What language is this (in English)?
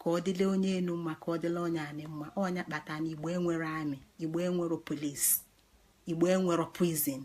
Igbo